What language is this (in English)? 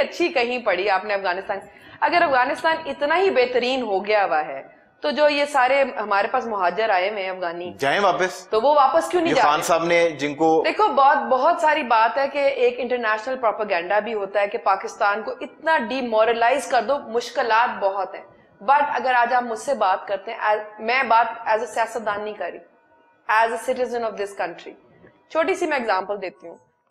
Urdu